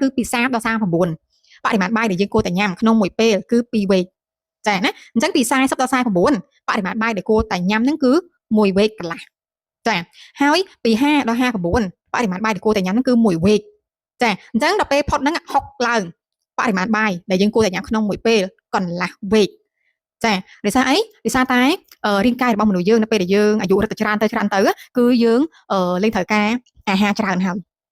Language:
Khmer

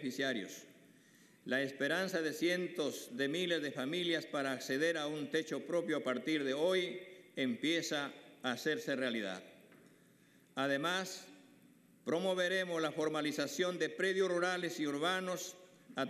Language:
Spanish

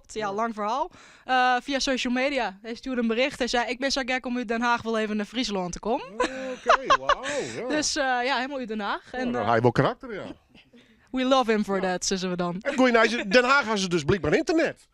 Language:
Western Frisian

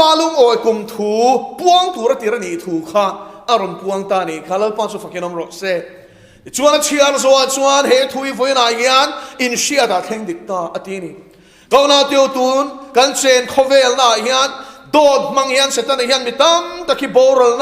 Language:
Mizo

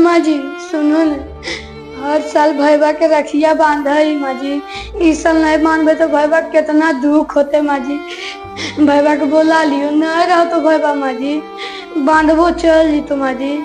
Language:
Magahi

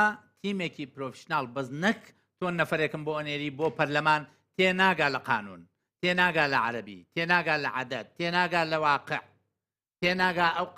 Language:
Central Kurdish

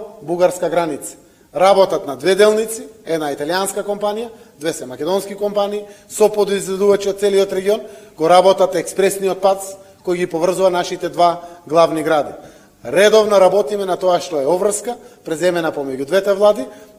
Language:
Macedonian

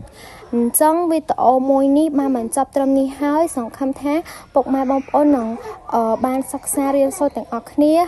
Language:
Khmer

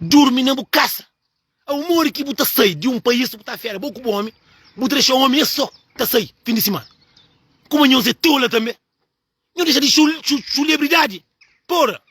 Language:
Kabuverdianu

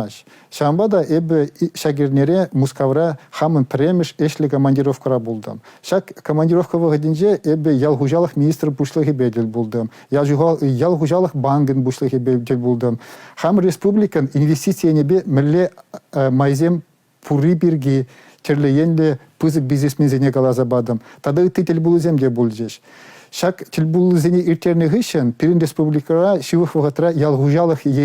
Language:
Chuvash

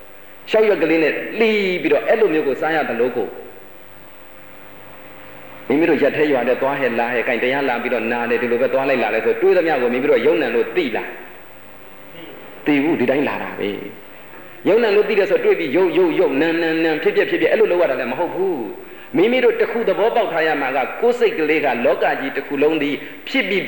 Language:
Burmese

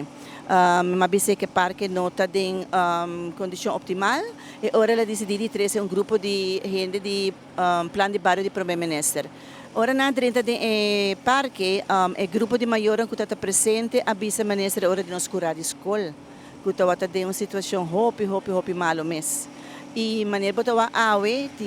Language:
Papiamento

